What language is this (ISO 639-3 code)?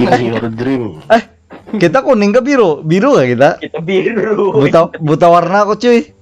bjn